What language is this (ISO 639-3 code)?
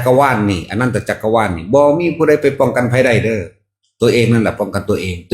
tts